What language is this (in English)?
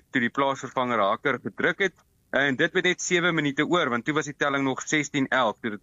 Afrikaans